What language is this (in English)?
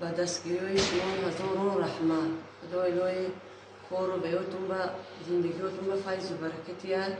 Tajik